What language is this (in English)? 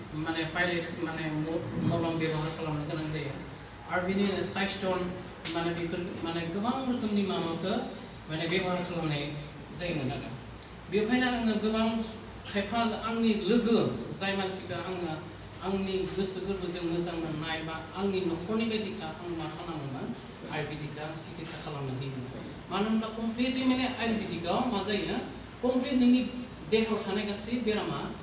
Bodo